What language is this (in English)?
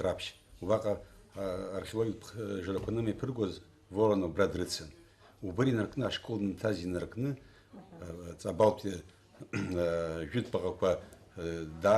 Abkhazian